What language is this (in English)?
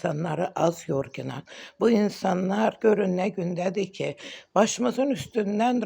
Azerbaijani